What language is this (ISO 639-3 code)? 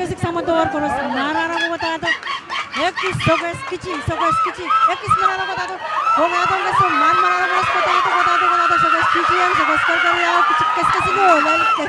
pon